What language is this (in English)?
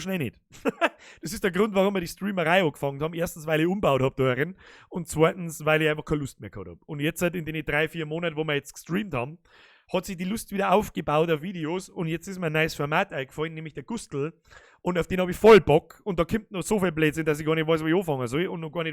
Bavarian